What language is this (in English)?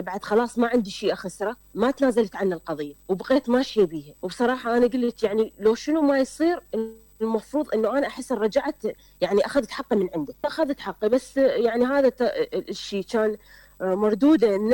Mesopotamian Arabic